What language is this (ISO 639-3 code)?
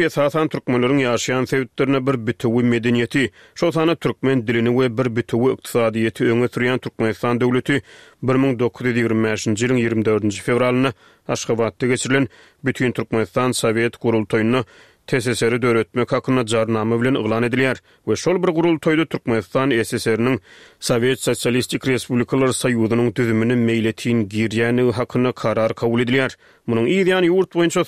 tuk